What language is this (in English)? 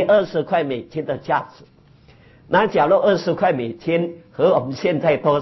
Chinese